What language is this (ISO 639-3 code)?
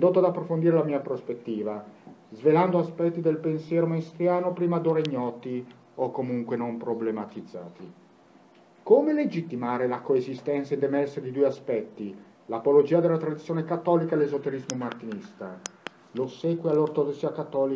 ita